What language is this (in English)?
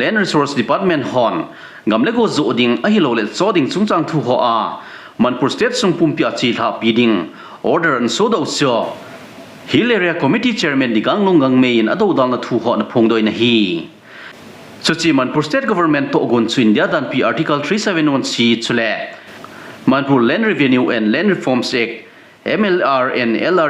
Thado Chin